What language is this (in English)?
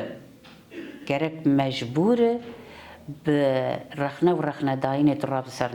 Kurdish